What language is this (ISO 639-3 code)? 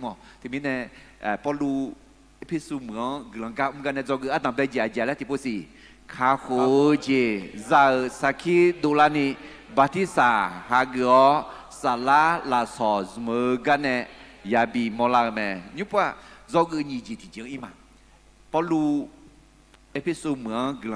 ahk